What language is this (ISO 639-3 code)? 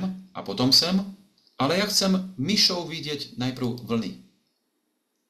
slk